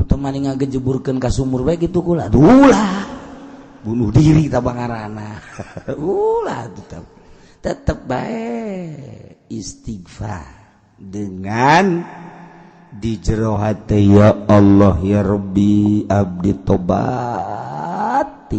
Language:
Sundanese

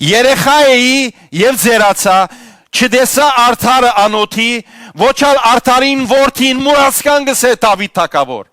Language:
Western Armenian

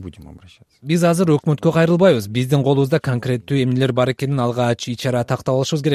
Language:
Kyrgyz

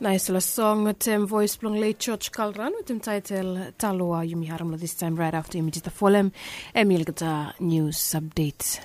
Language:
Bislama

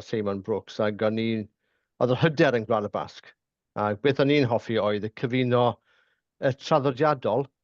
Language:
Welsh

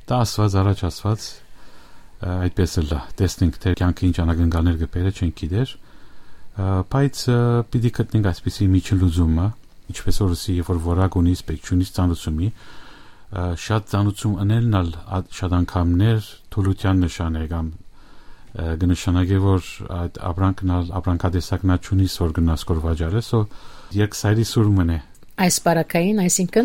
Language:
Western Armenian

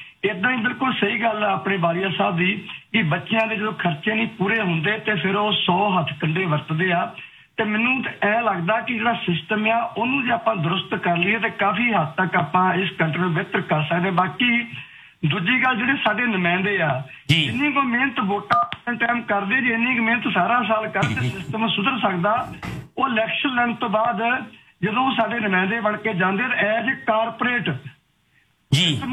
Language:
Punjabi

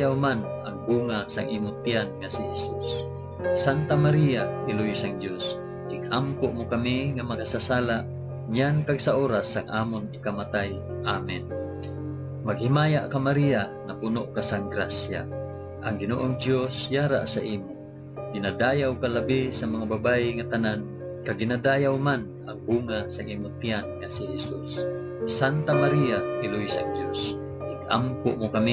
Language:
Hiligaynon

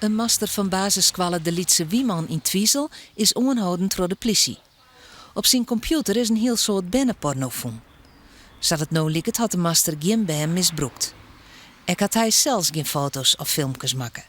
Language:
Western Frisian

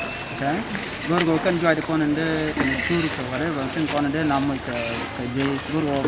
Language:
Nuer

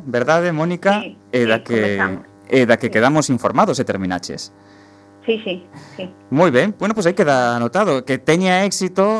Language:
Galician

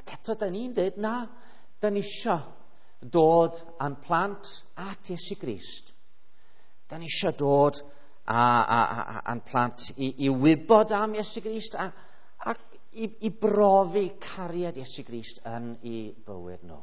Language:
Welsh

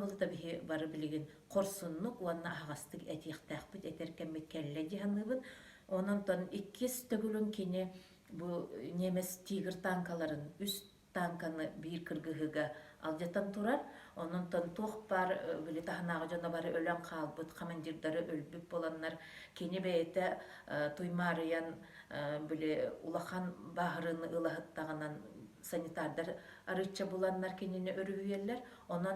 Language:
Yakut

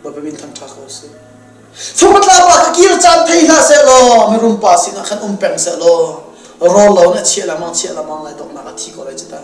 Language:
Hakha Chin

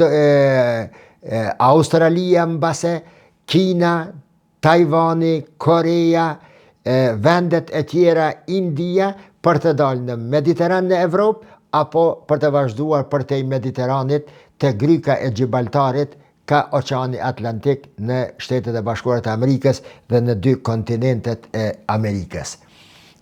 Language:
Albanian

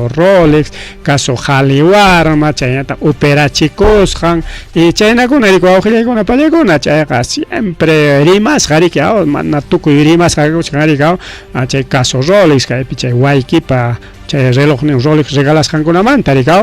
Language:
Ayacucho Quechua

